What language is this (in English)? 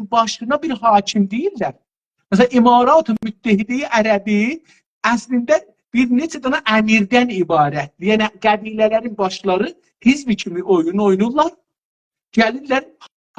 South Azerbaijani